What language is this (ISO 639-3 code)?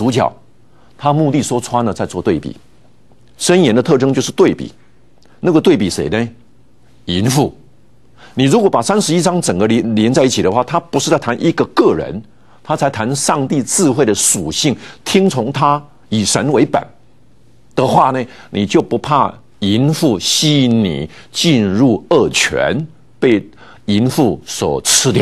zho